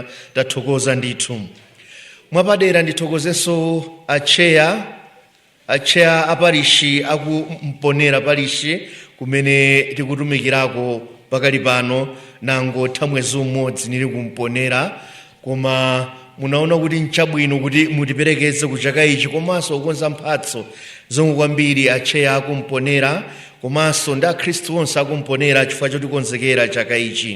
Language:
Nyanja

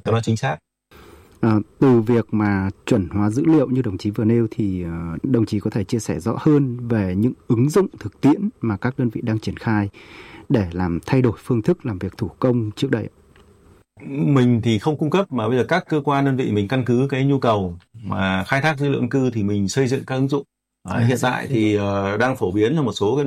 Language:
Vietnamese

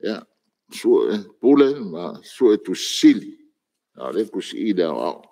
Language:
Samoan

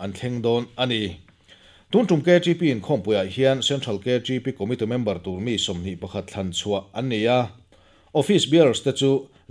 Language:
Mizo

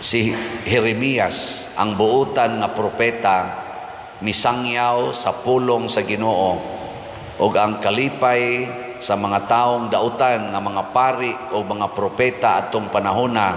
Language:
Cebuano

